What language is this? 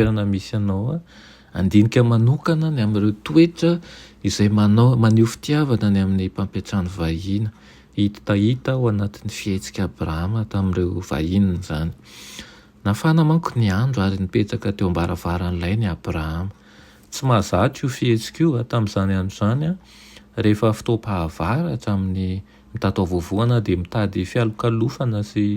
Malagasy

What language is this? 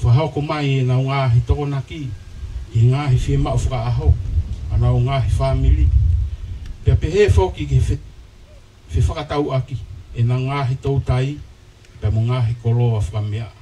Tongan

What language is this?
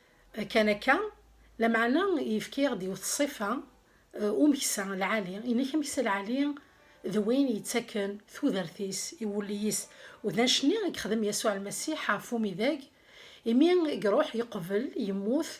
Kabyle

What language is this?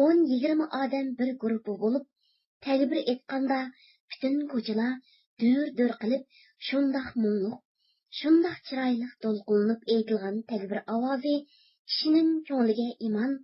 Uyghur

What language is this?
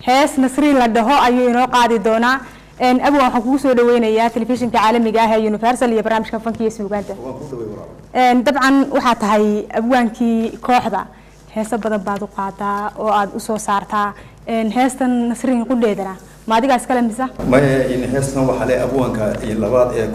Somali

